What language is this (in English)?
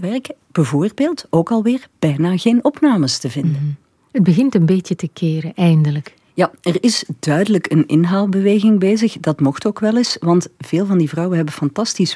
Dutch